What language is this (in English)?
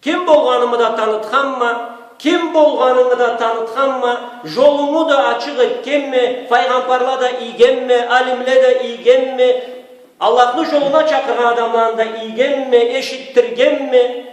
Karachay-Balkar